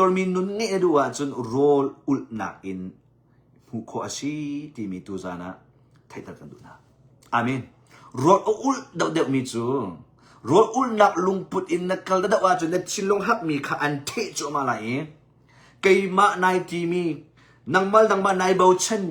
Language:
Hakha Chin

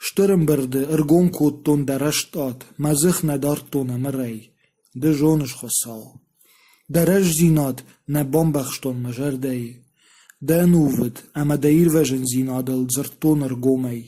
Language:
Ossetic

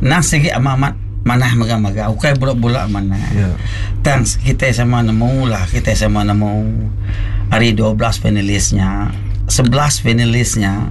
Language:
Iban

